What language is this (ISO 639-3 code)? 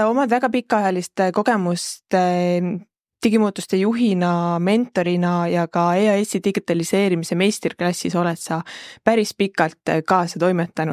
est